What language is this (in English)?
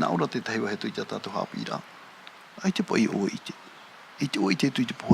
Tahitian